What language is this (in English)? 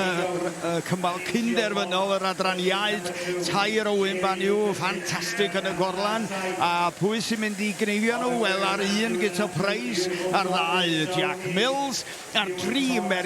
Welsh